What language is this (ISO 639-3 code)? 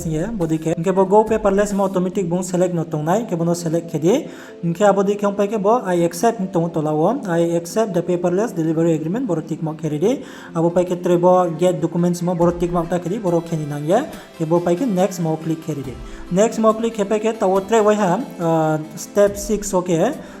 ria